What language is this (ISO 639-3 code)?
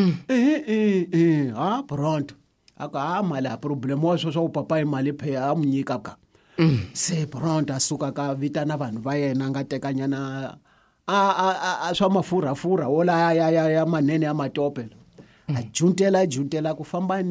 tso